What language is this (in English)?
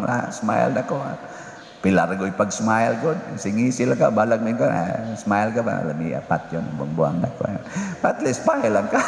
Cebuano